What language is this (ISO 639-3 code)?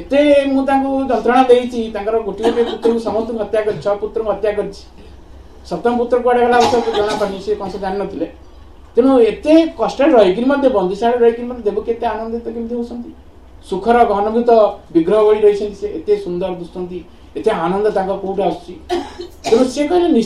ori